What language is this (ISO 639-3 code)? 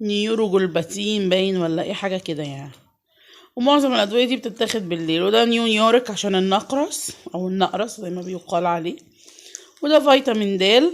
arz